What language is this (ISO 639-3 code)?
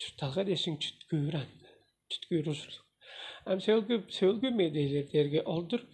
tyv